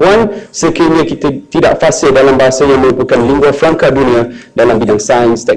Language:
Malay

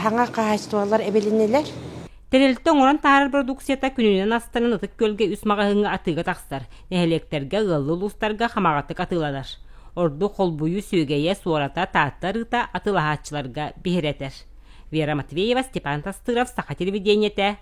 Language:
Yakut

